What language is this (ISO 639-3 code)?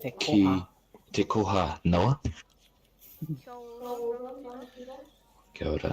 mri